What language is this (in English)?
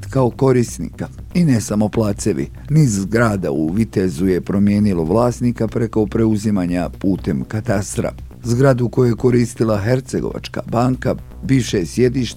Croatian